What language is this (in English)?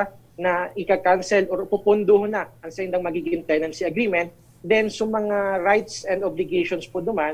Bikol